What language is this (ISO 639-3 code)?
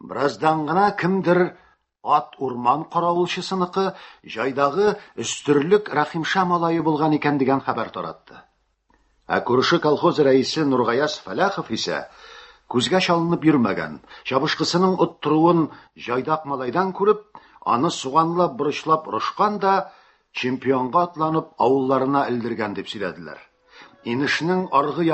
tat